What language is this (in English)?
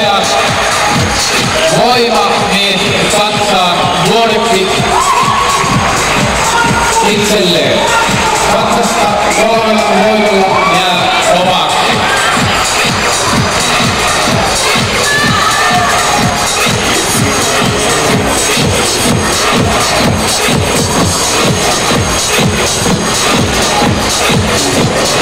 Finnish